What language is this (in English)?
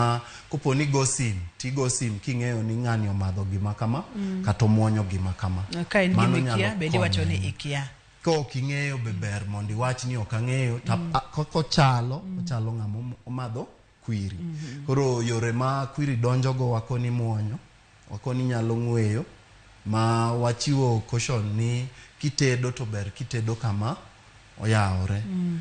Luo (Kenya and Tanzania)